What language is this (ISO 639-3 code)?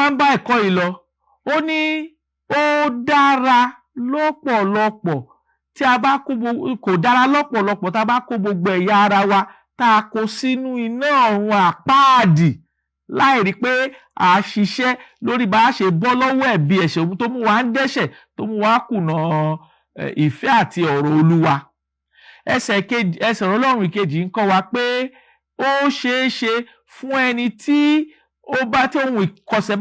yor